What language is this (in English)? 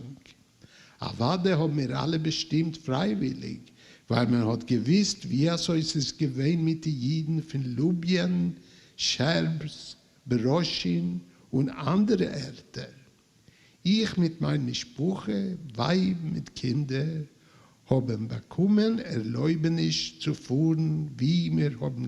Yiddish